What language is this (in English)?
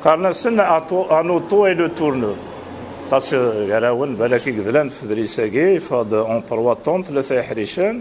Kabyle